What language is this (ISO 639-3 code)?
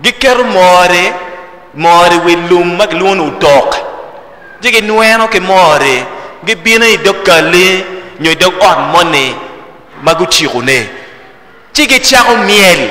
ach